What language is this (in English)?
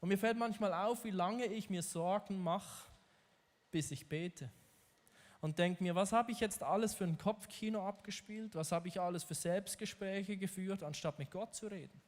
Swiss German